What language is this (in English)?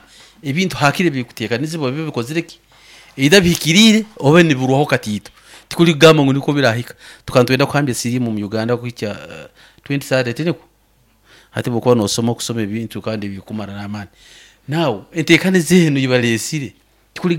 Nyoro